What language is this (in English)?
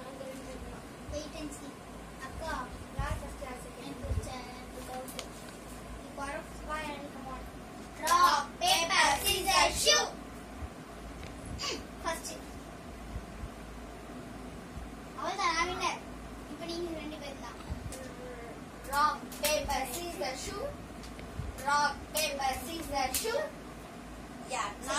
Tamil